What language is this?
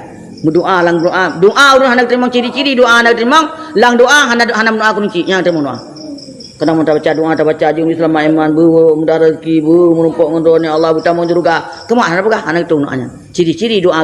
Achinese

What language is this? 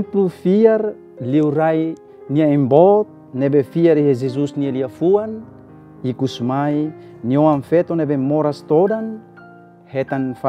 Tetum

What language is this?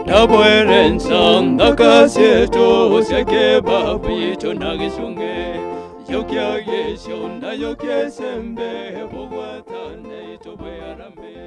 Meru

